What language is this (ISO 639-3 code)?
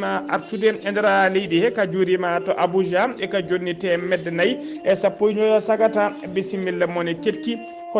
ful